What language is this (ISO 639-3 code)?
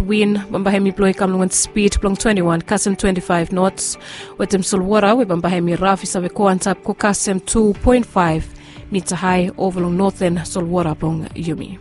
bis